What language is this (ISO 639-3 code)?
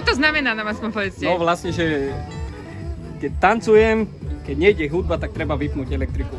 slk